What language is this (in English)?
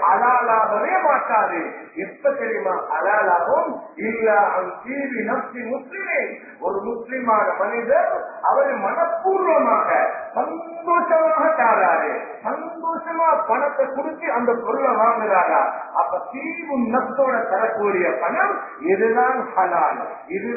Tamil